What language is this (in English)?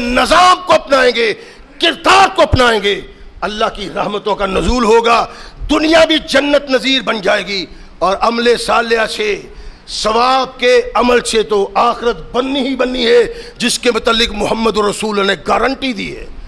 Urdu